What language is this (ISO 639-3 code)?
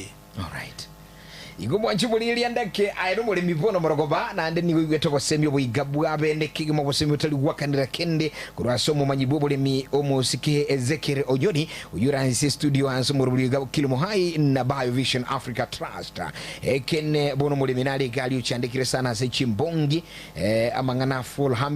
guz